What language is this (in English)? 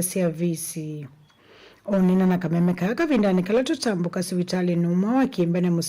Kamba